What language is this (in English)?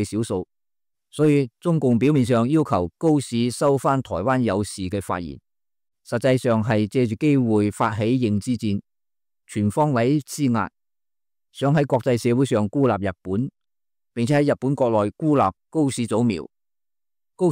Cantonese